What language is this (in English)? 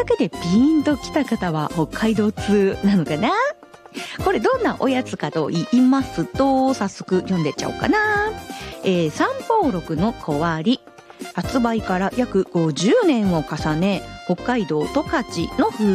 Japanese